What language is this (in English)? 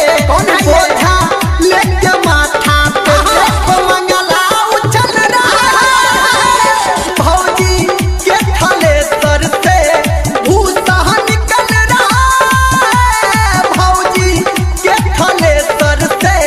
Maithili